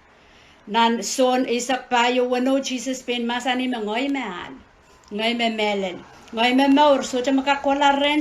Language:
Pohnpeian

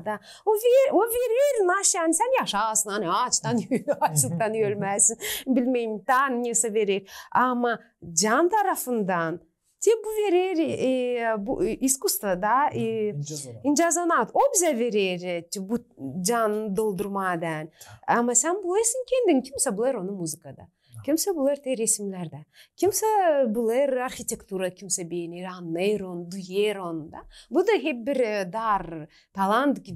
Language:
Gagauz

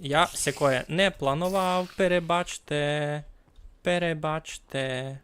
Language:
Rusyn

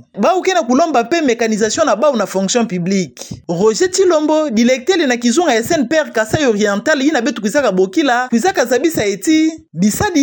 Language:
Kituba (Democratic Republic of Congo)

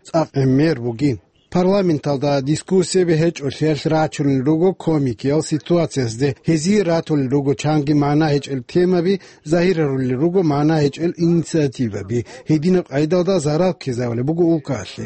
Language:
Avaric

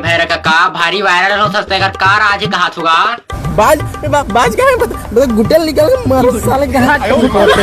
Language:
Chhattisgarhi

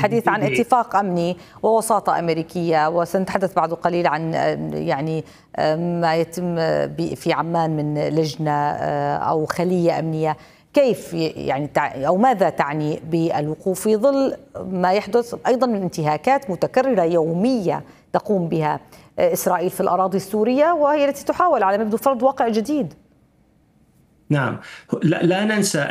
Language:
Arabic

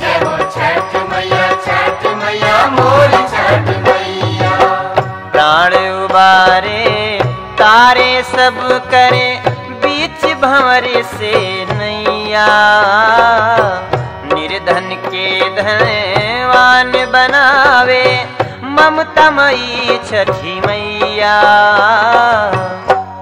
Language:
Bhojpuri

